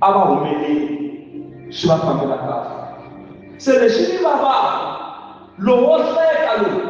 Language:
Tsonga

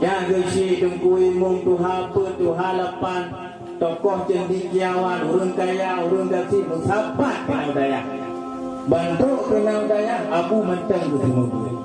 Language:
Achinese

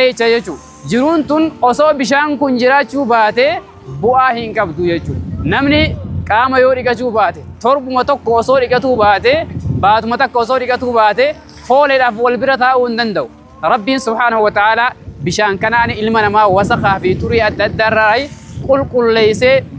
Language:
Oromo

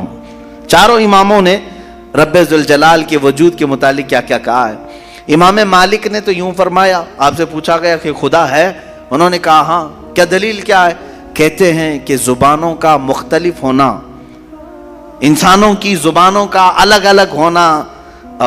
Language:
Urdu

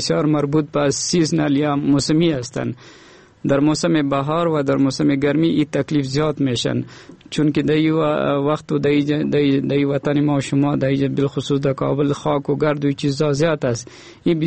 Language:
Persian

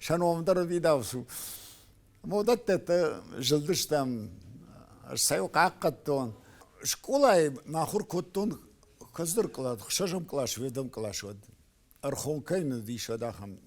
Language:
Ossetic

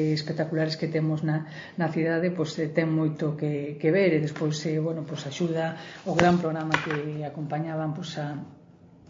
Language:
Galician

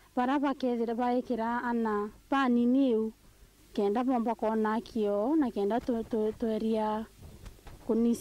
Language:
Meru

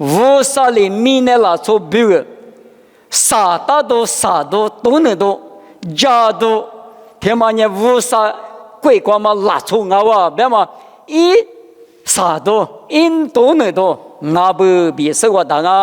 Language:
Lisu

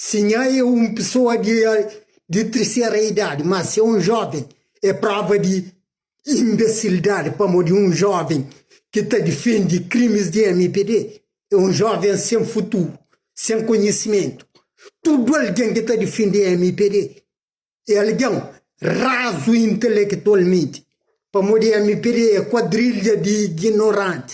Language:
Kabuverdianu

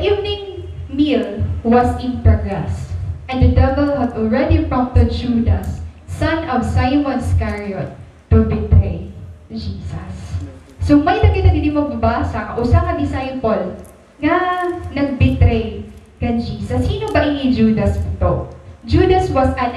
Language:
Waray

